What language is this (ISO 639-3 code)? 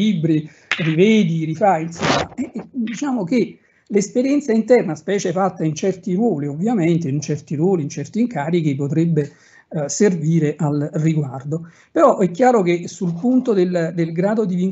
ita